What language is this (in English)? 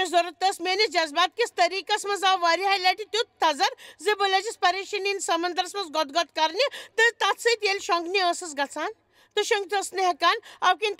Kashmiri